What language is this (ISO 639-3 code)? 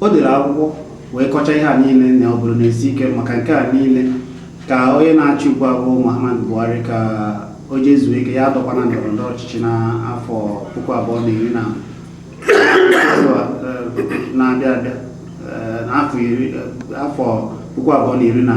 ibo